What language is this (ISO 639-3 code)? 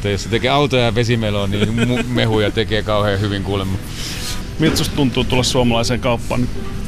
fin